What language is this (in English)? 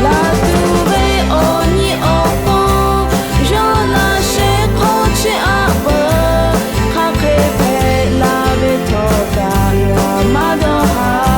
Lahu